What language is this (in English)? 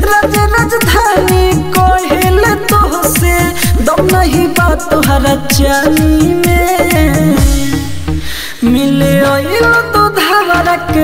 Bhojpuri